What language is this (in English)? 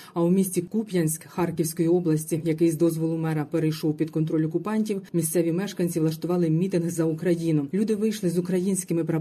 Ukrainian